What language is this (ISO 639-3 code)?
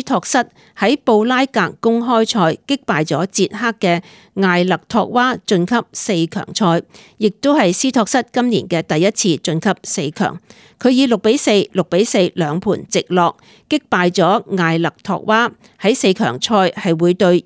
yue